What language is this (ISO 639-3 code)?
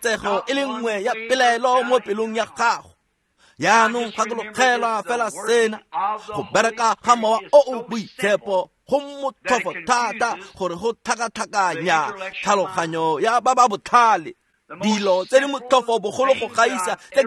tsn